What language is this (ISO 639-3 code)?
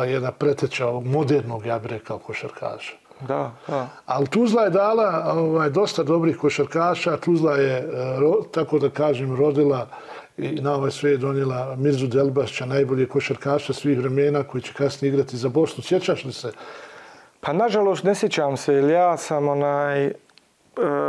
bos